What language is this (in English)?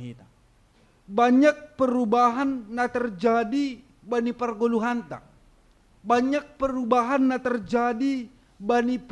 Batak Simalungun